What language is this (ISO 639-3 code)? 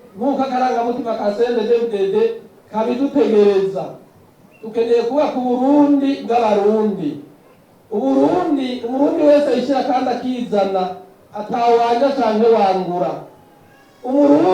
run